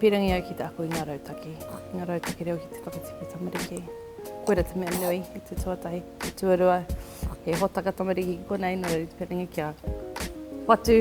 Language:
Māori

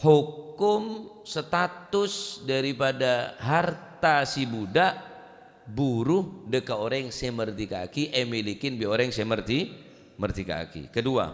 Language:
Madurese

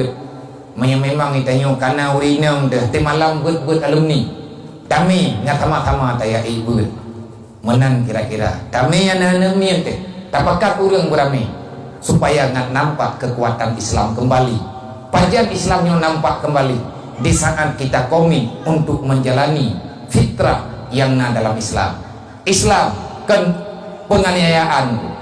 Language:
Achinese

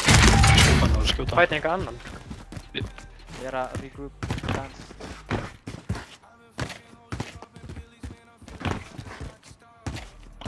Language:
Icelandic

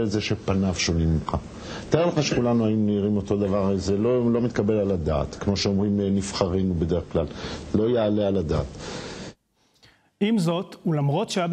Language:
Hebrew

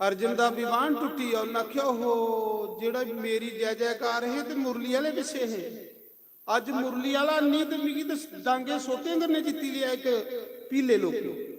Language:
Dogri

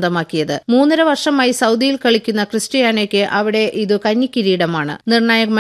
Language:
Malayalam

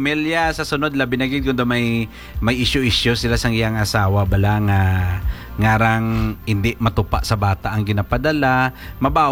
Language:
Hiligaynon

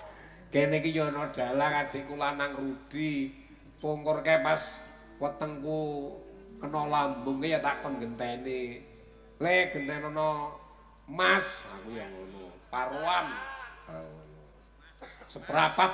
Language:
Javanese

